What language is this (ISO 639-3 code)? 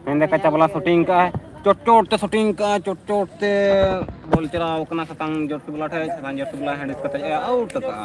sat